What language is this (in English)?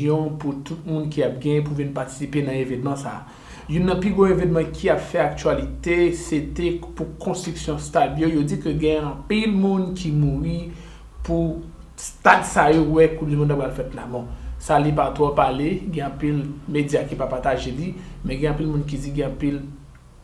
Haitian Creole